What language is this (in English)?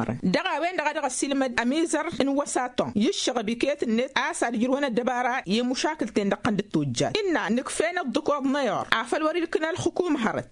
Tamasheq